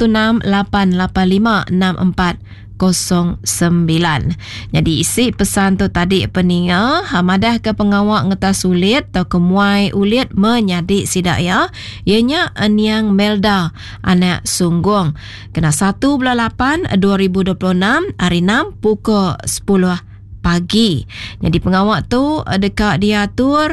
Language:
Iban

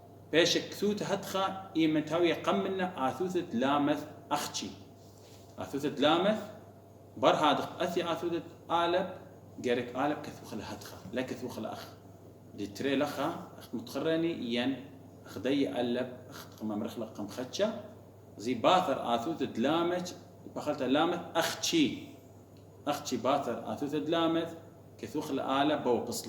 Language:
Assyrian Neo-Aramaic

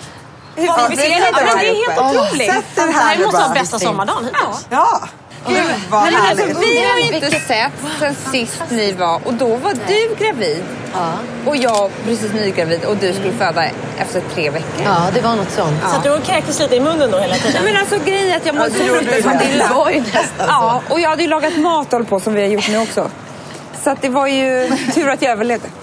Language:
Swedish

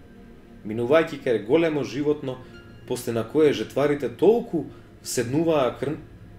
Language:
Macedonian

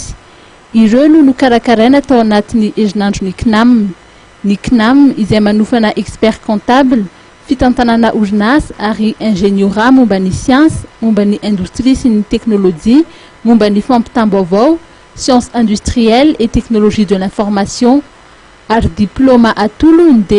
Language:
Malagasy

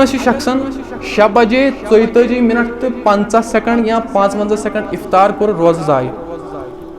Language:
Kashmiri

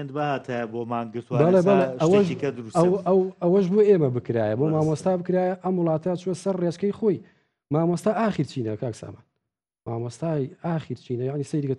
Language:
Central Kurdish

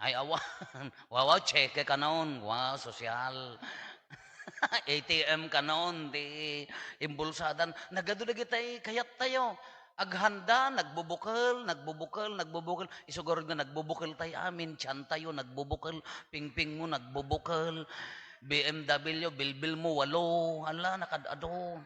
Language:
Iloko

